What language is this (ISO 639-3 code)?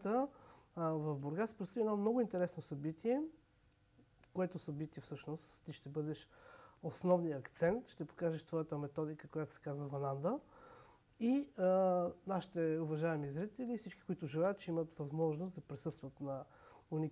bul